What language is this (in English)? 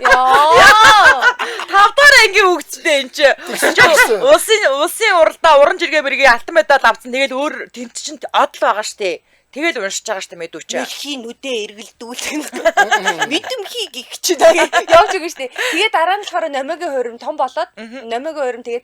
Mongolian